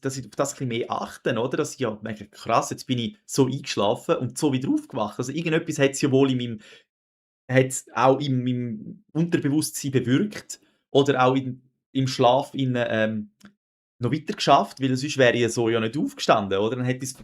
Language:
Swiss German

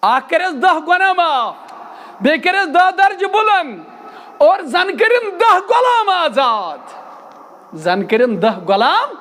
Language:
Kashmiri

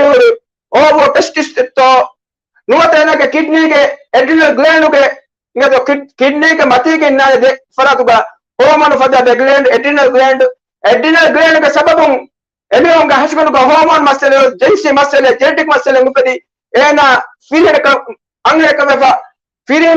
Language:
Divehi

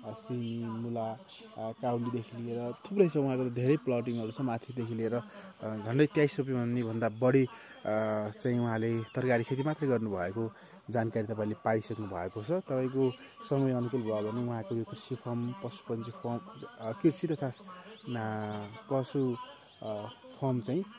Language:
Nepali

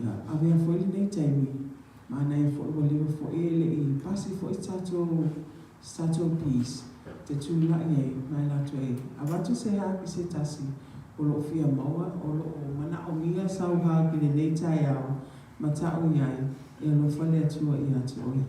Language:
Samoan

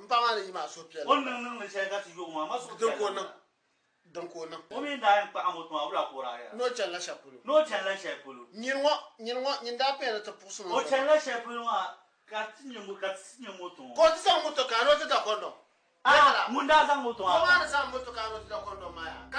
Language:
Dagbani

